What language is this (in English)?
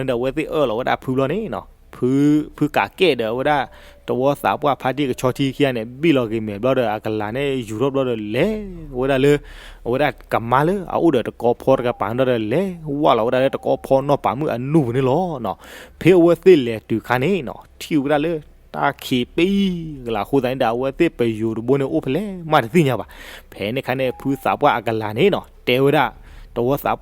S'gaw Karen